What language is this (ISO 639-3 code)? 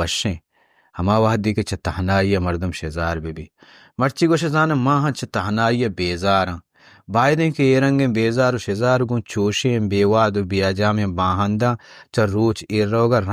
bal